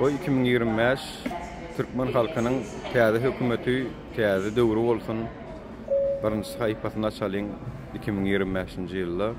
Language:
Turkmen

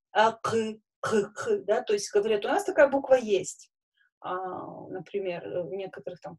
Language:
Russian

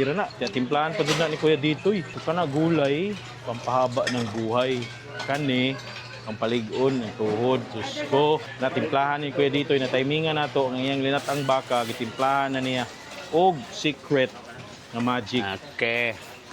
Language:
Cebuano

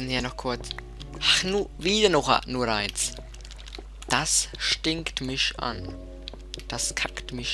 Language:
Swiss German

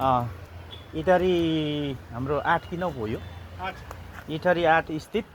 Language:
Nepali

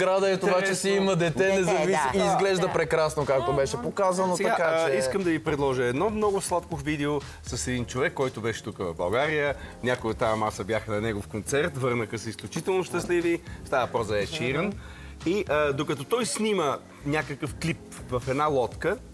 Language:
Bulgarian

